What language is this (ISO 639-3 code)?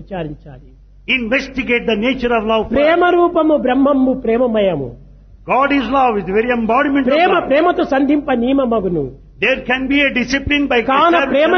tel